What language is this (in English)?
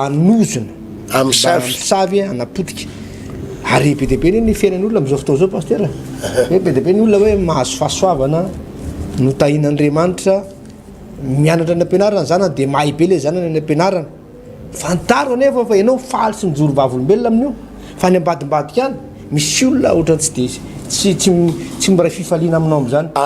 Malagasy